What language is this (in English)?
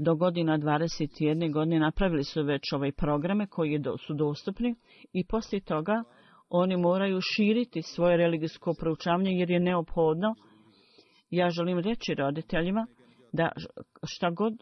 Bosnian